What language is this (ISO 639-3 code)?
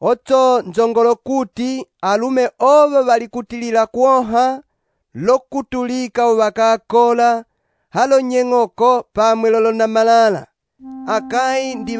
umb